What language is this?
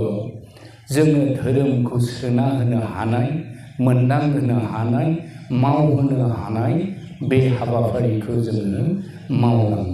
Bodo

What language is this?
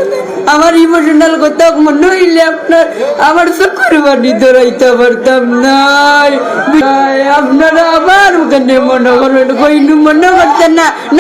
Sylheti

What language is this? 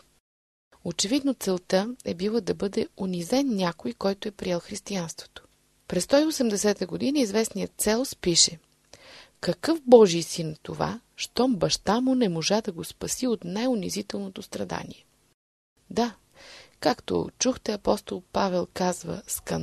Bulgarian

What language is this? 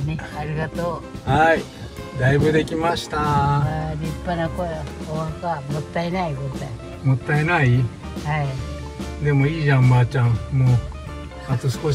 Japanese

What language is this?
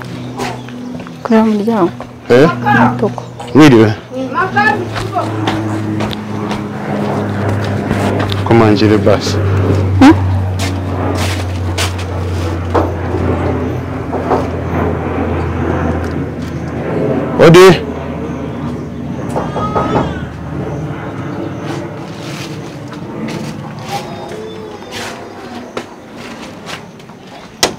Kinyarwanda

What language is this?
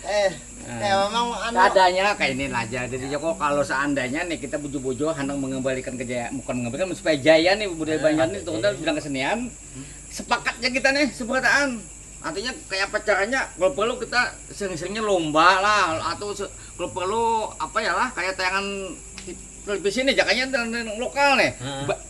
Banjar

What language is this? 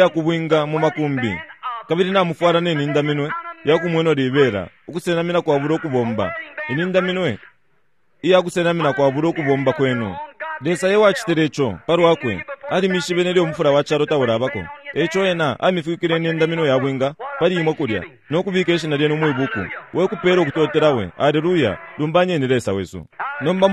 Bemba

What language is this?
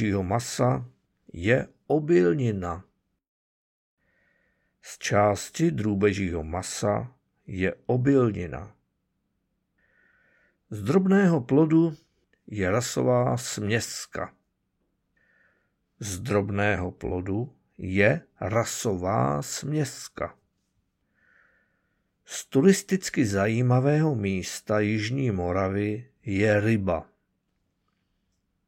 Czech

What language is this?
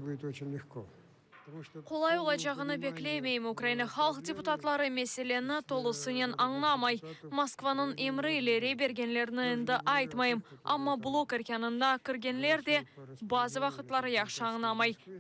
Crimean Tatar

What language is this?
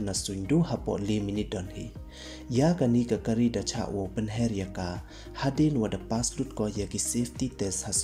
Pnar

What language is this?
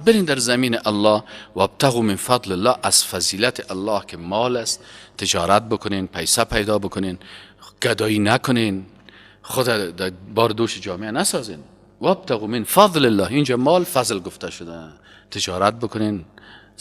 Persian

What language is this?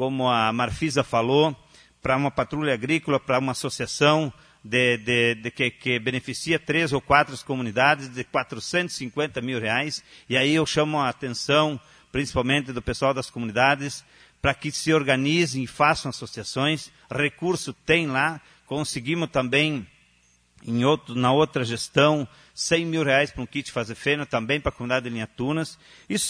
Portuguese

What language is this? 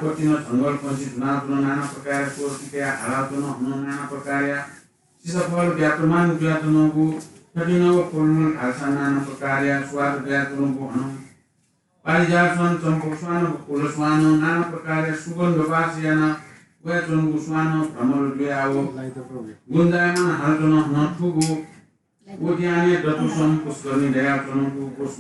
Newari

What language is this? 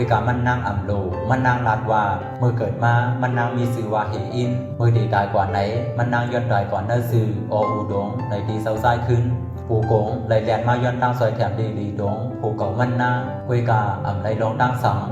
Shan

